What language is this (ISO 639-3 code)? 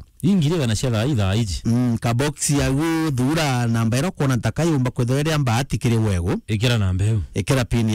mer